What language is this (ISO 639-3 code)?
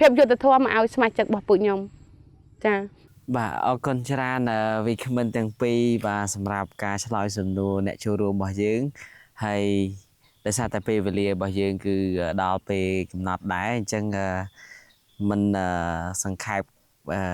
khm